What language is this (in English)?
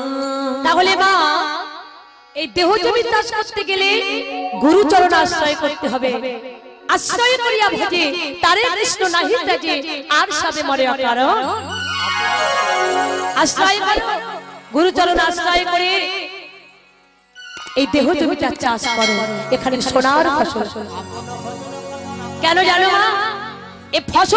Bangla